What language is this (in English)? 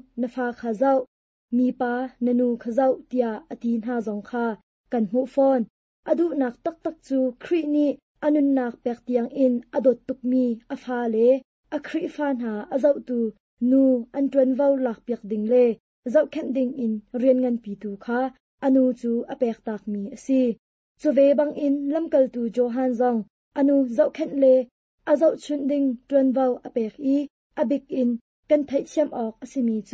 Hakha Chin